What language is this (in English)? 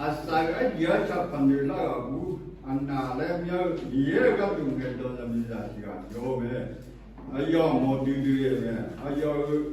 Akha